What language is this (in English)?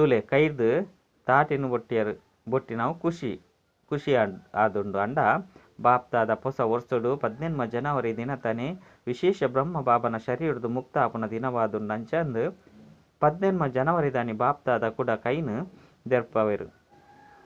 Tulu